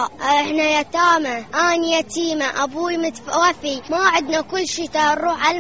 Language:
Mesopotamian Arabic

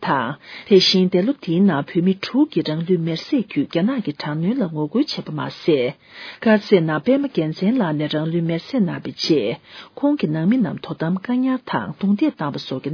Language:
Tibetan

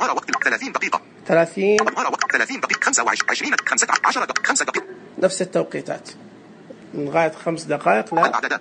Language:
Najdi Arabic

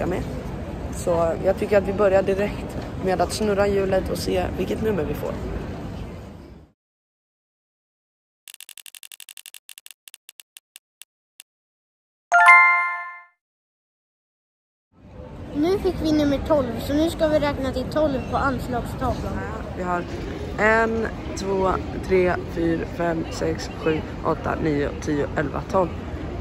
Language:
Swedish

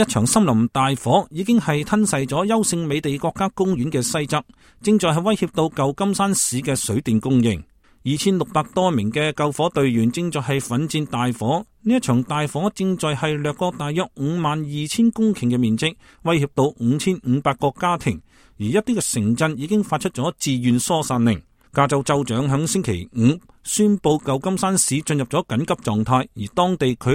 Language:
Cantonese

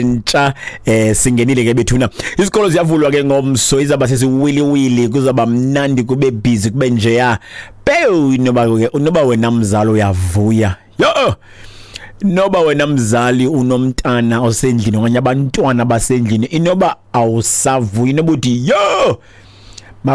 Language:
Xhosa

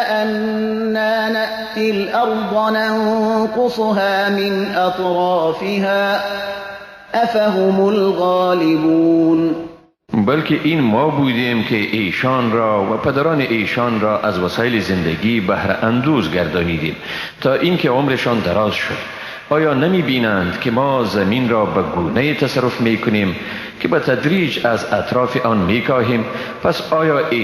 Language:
Persian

